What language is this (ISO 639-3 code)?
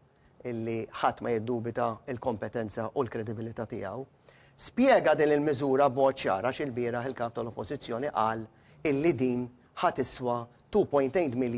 mlt